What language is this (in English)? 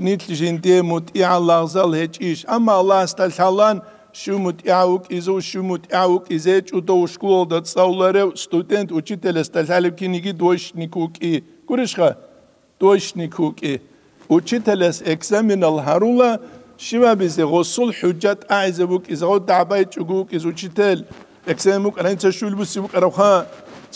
Avaric